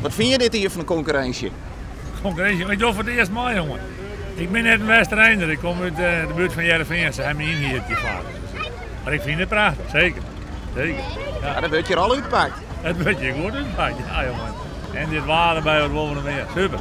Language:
Western Frisian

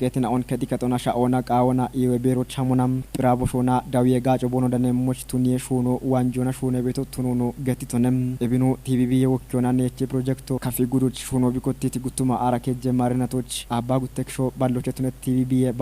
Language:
Kafa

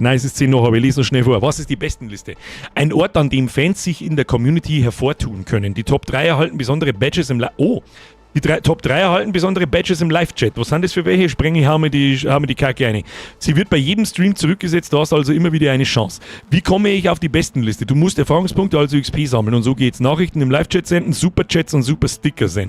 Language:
Bavarian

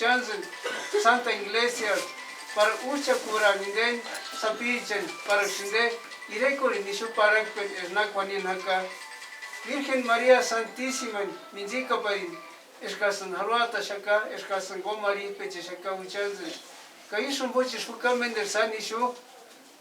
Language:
Purepecha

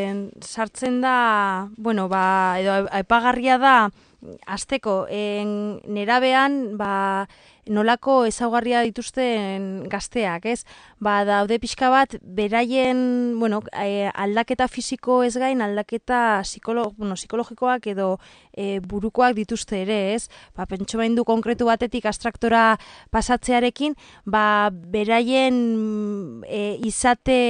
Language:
Basque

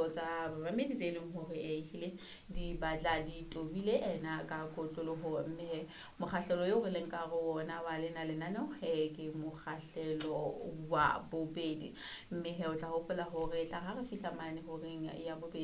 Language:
Southern Sotho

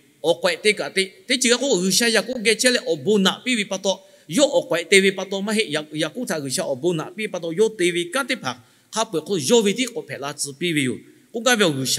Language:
Lahu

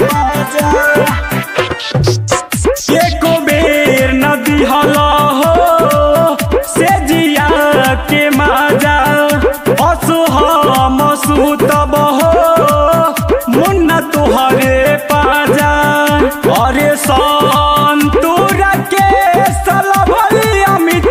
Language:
Bhojpuri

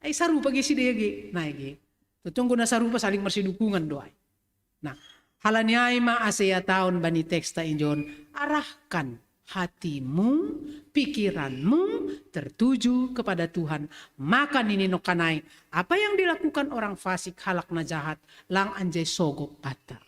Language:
Batak Simalungun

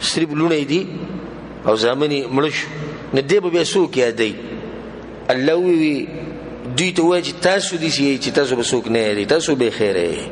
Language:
Pashto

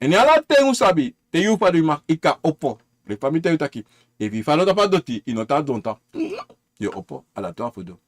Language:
Sranan Tongo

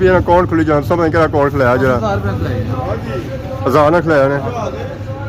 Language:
Pahari-Potwari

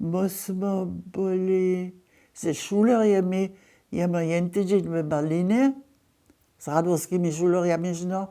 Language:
Upper Sorbian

